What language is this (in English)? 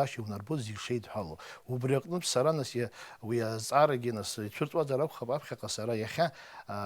Abkhazian